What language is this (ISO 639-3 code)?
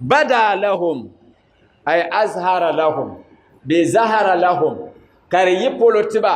dag